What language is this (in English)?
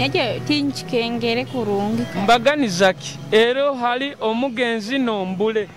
Nyoro